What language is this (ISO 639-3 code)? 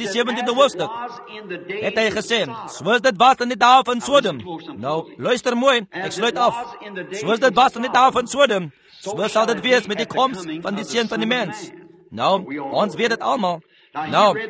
afr